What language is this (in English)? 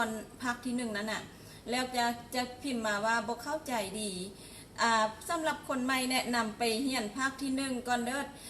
Lao